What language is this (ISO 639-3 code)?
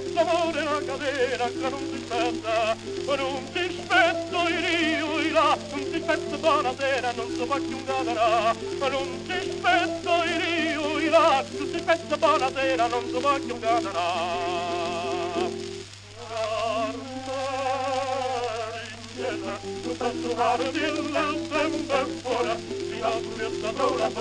ita